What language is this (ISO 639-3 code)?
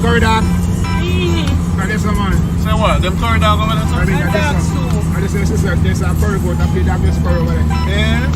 jam